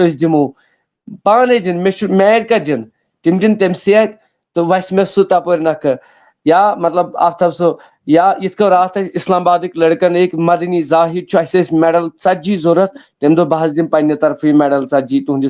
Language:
Kashmiri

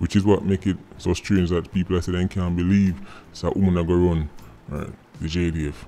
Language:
Jamaican Creole English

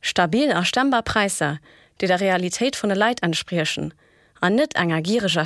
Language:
Luxembourgish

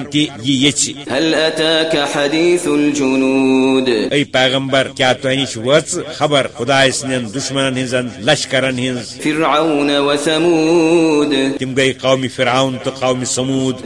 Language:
Kashmiri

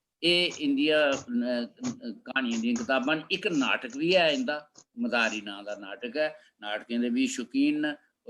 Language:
Dogri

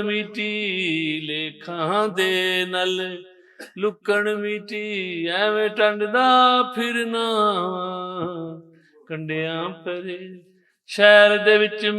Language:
Western Panjabi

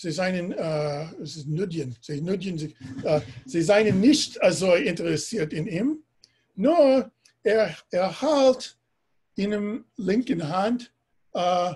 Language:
Yiddish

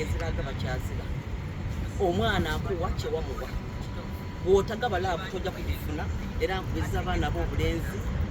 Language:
Soga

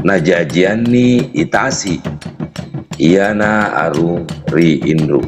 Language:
Buginese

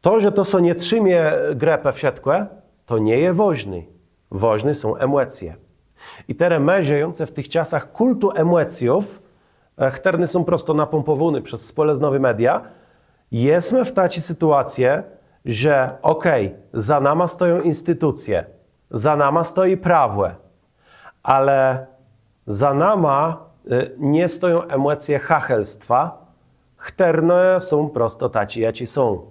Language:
Kashubian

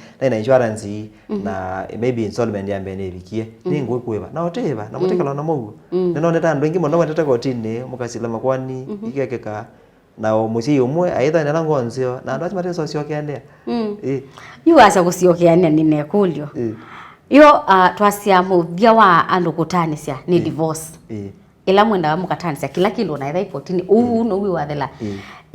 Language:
Kamba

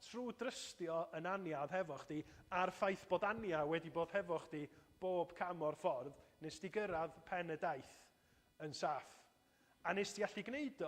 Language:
Welsh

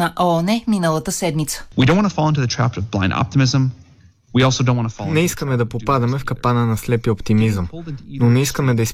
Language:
Bulgarian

